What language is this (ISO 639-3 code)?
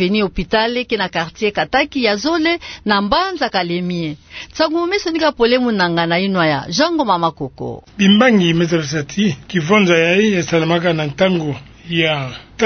ktu